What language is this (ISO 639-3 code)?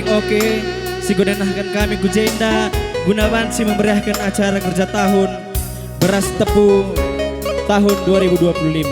btx